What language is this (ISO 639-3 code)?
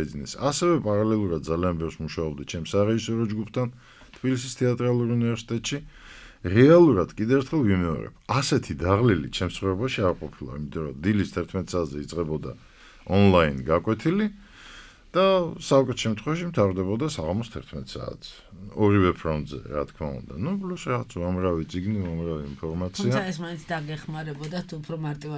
kat